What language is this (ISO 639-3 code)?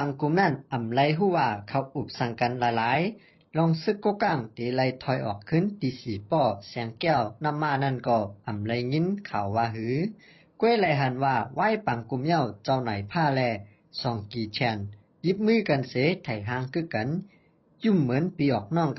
shn